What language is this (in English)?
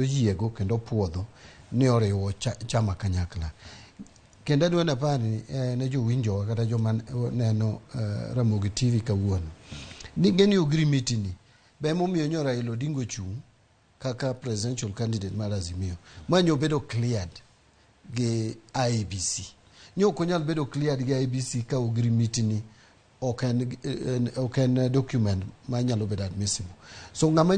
Luo (Kenya and Tanzania)